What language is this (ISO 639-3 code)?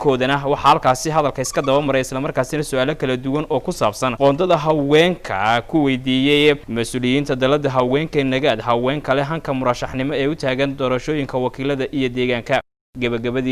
som